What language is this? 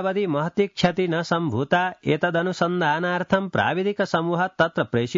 Sanskrit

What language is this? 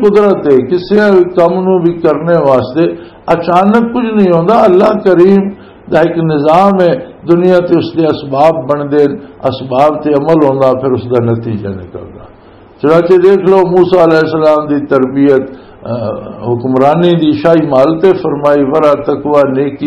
Western Panjabi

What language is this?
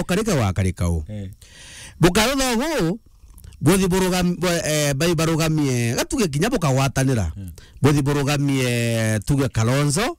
Meru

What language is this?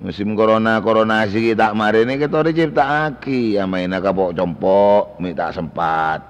Madurese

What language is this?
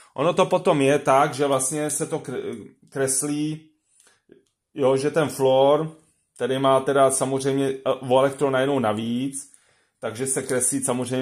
Czech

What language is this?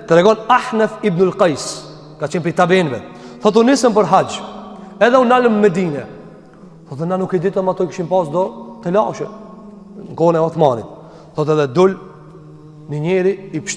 Albanian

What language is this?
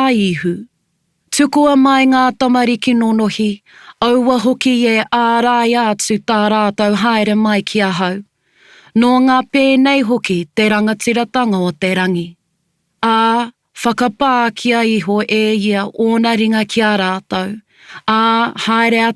Māori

